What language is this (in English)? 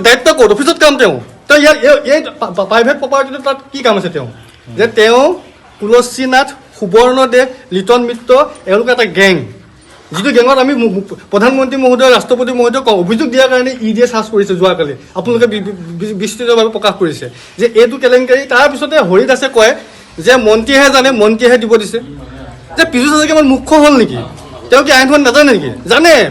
Assamese